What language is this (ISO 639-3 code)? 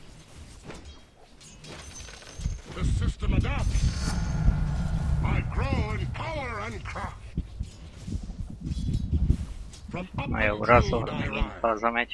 hun